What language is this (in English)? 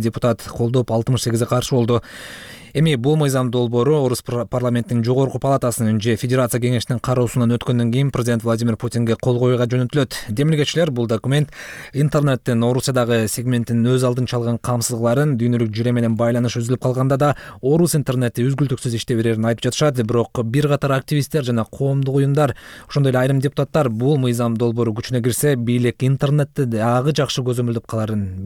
Kyrgyz